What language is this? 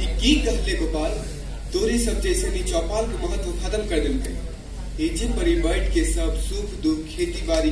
Magahi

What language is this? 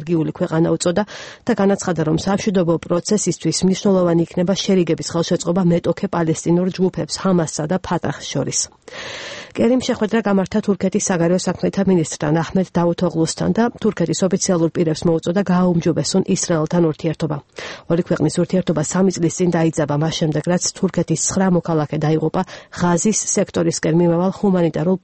Georgian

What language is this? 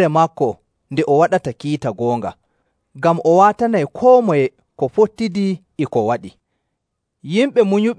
Nigerian Fulfulde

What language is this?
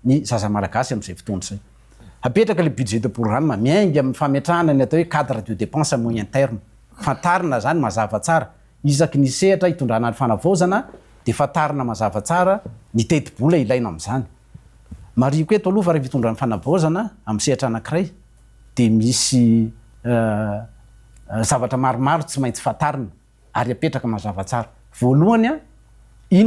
Malagasy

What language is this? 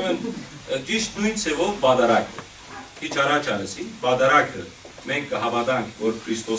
Western Armenian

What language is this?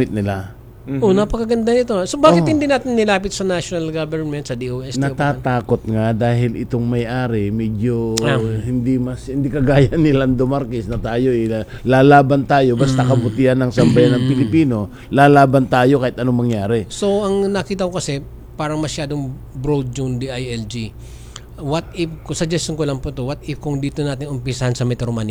Filipino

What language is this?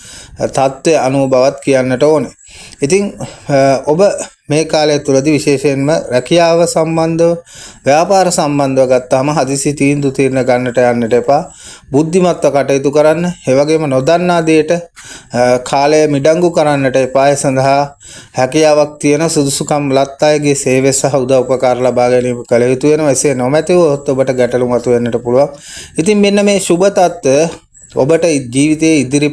Sinhala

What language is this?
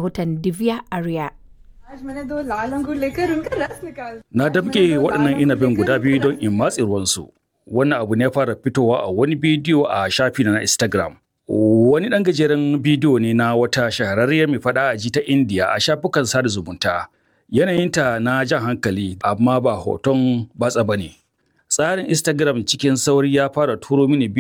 Hausa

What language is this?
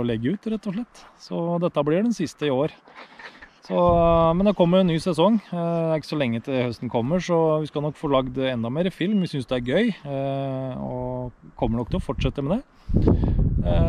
Norwegian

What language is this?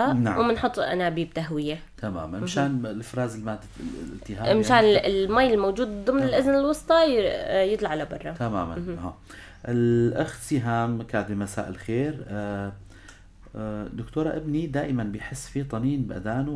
North Levantine Arabic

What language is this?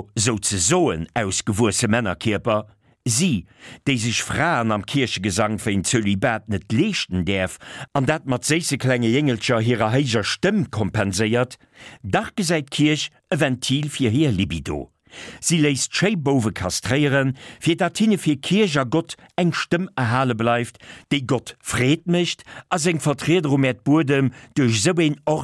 Luxembourgish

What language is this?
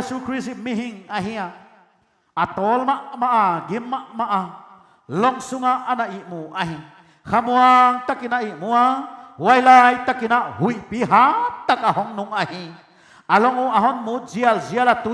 Paite Chin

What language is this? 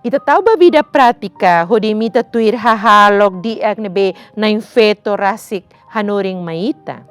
Tetum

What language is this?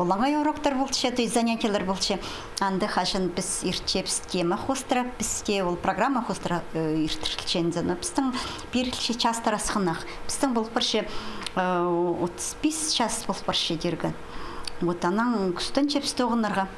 Khakas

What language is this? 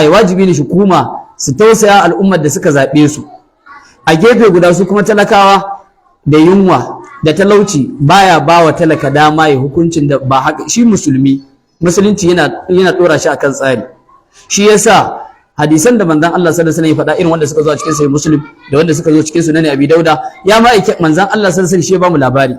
Hausa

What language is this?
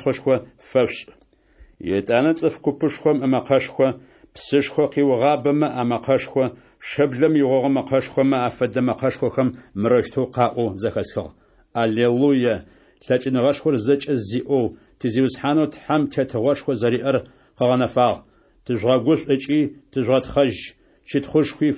Adyghe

